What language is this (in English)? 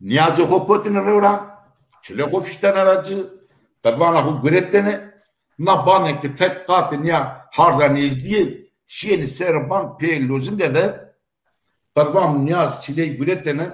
Zaza